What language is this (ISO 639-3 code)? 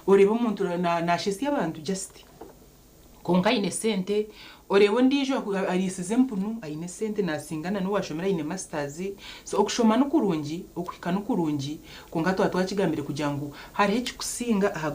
nyn